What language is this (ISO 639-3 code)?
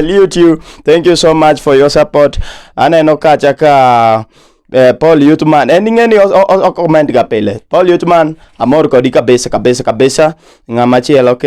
luo